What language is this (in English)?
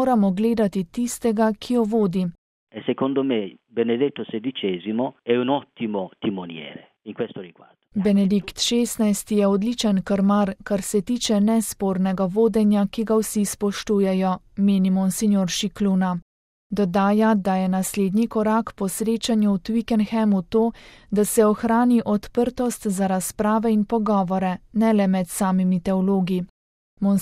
Slovenian